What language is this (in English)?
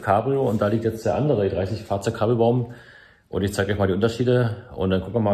German